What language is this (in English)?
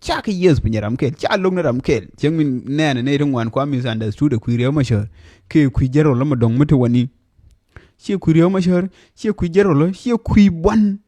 Nuer